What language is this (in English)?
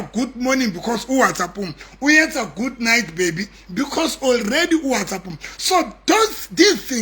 Southern Sotho